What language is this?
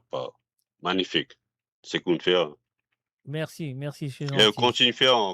Morisyen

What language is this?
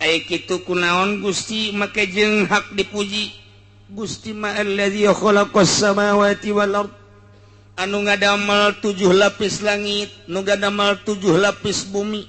Sundanese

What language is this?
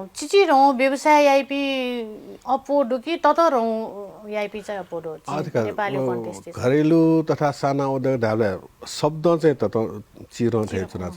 Newari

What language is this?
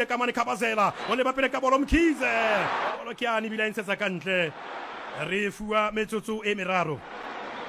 Southern Sotho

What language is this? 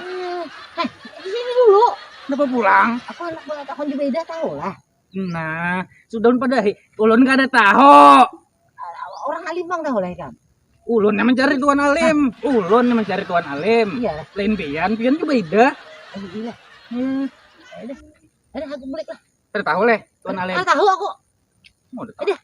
Banjar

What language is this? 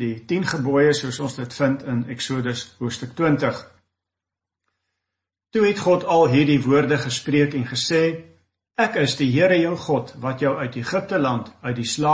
Afrikaans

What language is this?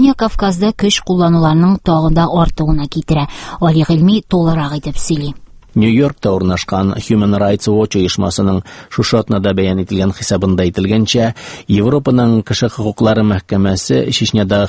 Tatar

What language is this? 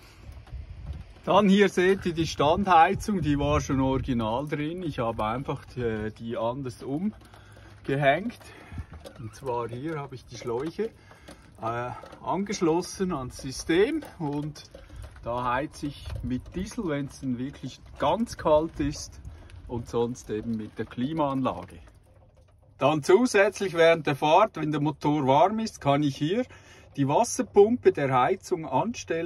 German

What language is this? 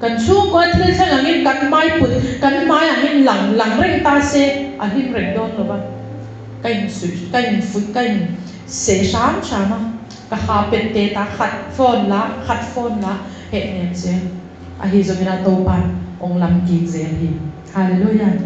Tedim Chin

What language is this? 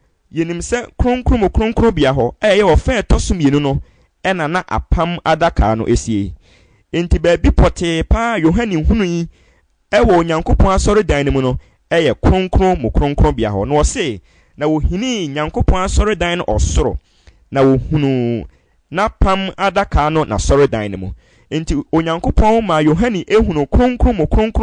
Akan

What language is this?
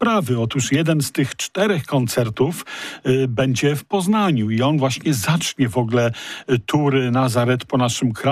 Polish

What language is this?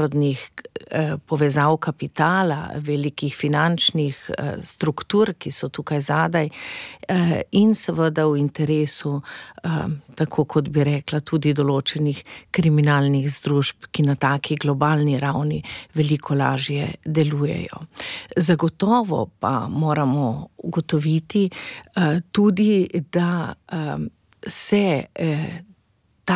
Slovenian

